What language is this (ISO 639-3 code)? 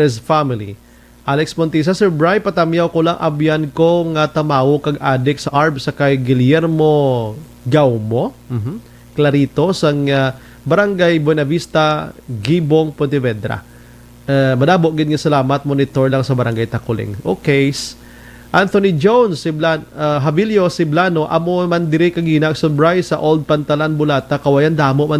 hil